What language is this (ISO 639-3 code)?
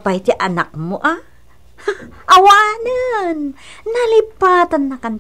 ilo